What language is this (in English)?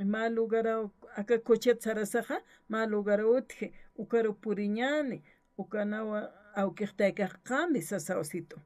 Aymara